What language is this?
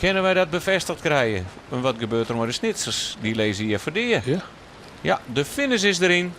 Western Frisian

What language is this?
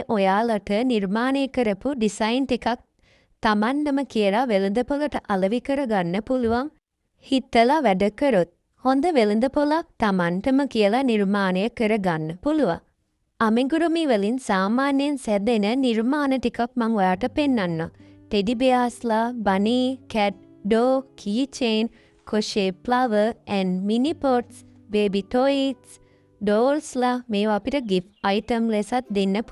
Sinhala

